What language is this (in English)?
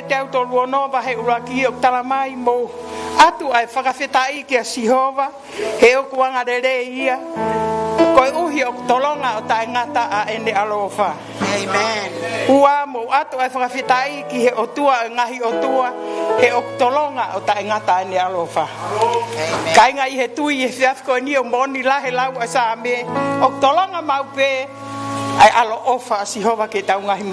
Tongan